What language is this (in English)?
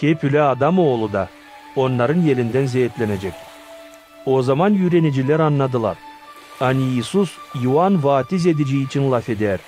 Gagauz